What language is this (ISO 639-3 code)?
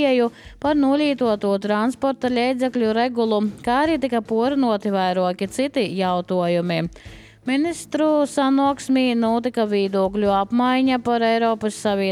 lav